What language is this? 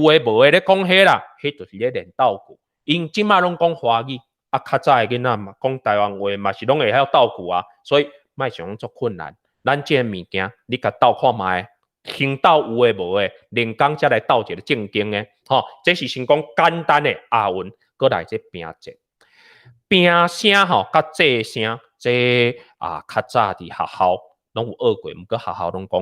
Min Nan Chinese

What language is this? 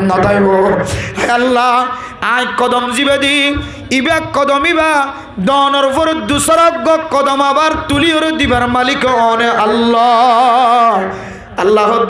Rohingya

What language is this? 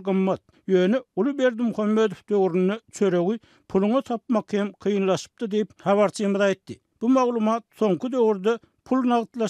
Turkmen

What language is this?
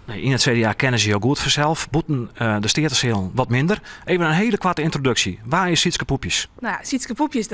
Western Frisian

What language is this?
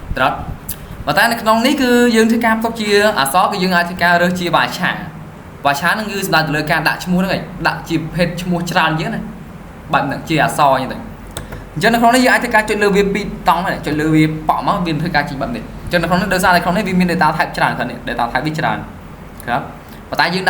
Khmer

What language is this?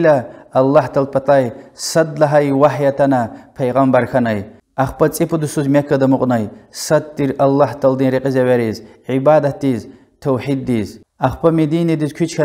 Lezghian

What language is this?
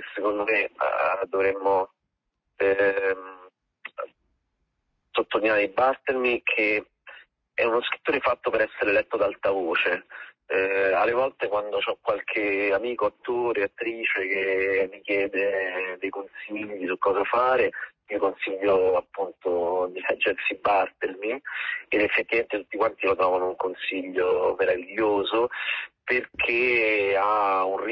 Italian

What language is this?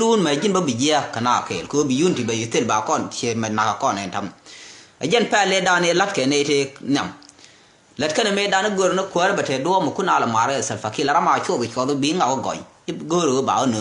Nuer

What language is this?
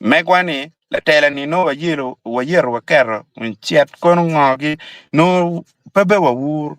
Acoli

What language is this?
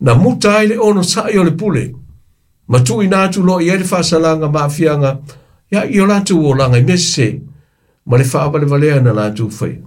Samoan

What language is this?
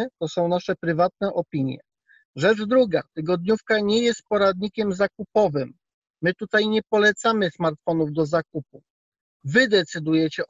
Polish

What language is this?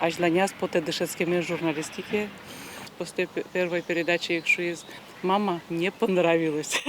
Udmurt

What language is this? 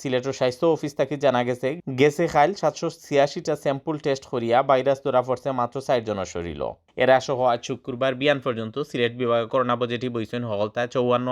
Sylheti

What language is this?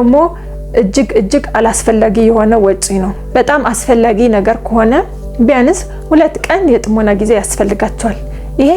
Amharic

